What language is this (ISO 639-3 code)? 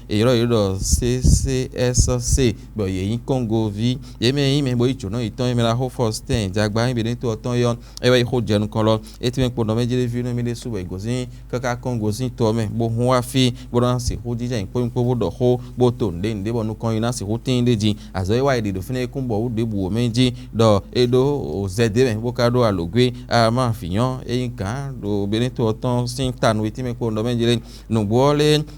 fon